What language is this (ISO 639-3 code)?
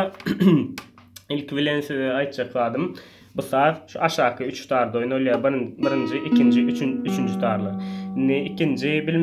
tuk